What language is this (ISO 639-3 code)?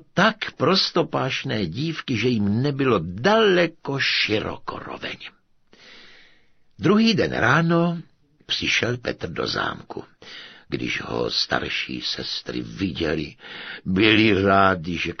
ces